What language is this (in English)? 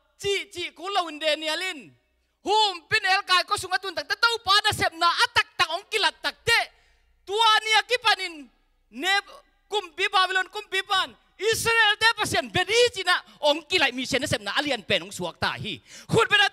Tedim Chin